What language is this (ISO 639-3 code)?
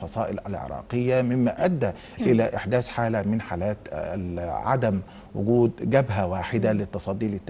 ara